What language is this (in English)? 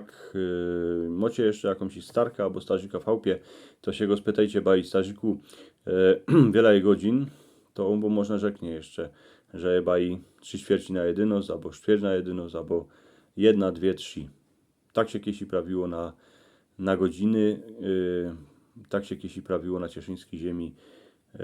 Silesian